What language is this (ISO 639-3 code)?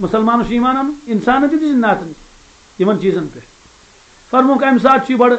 kas